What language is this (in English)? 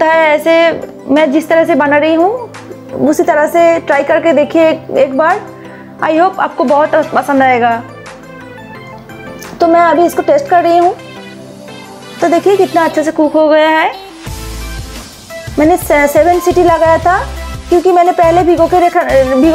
Hindi